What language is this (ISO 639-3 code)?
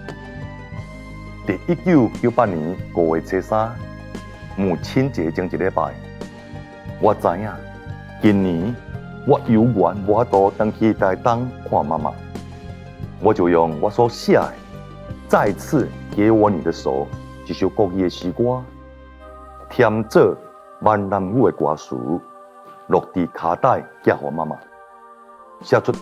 nan